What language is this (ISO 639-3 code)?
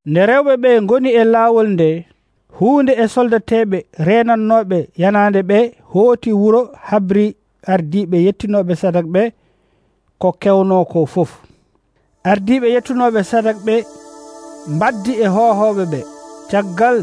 fuv